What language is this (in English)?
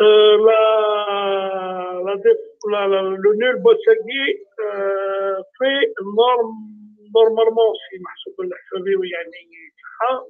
Kabyle